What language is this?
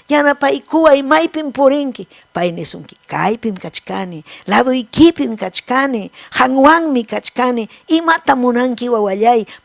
Ayacucho Quechua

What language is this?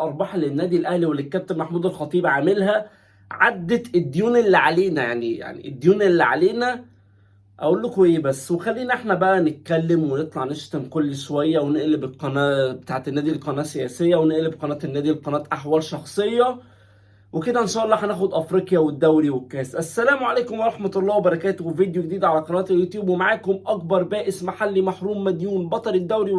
Egyptian Arabic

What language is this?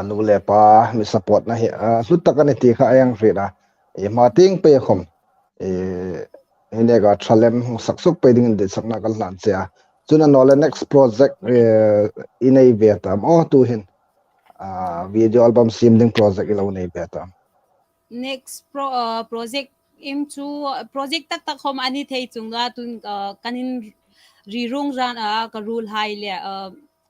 Hmar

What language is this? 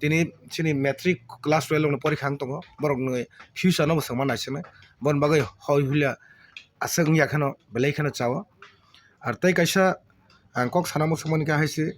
Kok Borok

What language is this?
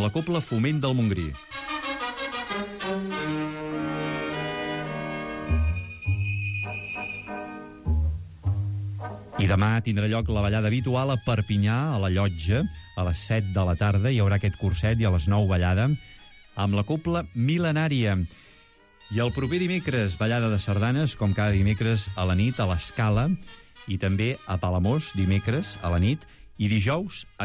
Catalan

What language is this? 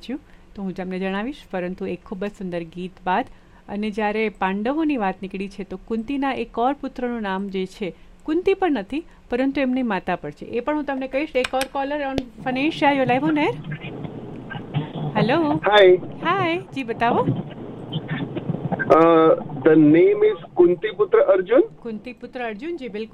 Gujarati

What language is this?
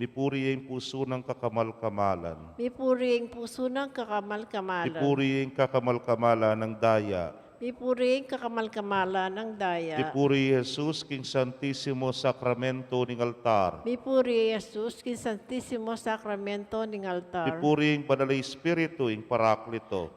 Pampanga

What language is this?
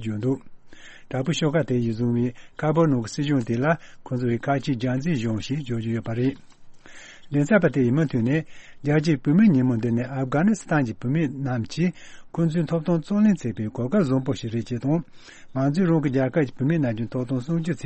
Tibetan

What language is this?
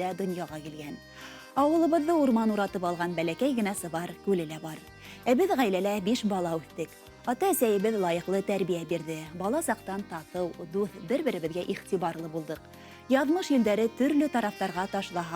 Bashkir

